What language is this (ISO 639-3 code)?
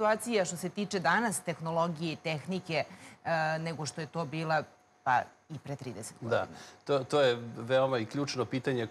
srp